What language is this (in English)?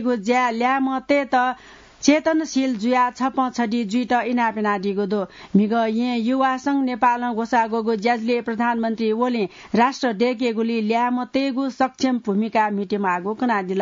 Newari